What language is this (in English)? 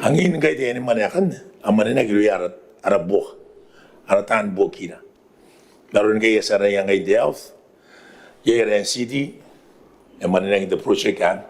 Gilbertese